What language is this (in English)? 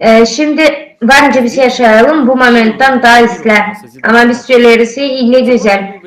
Gagauz